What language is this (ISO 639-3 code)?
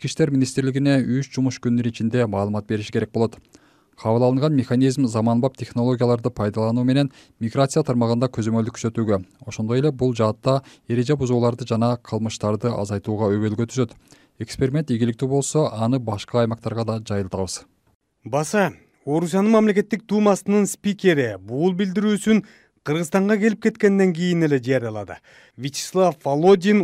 kir